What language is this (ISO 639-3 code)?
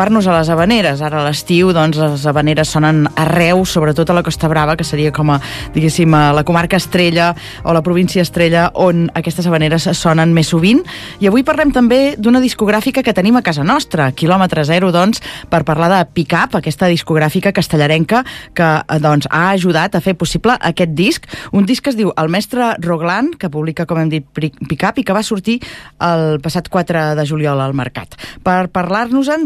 cat